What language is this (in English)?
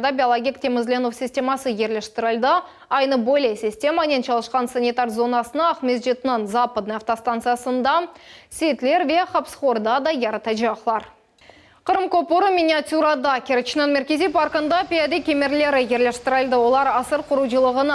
Crimean Tatar